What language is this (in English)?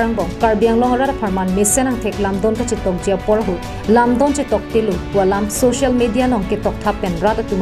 Karbi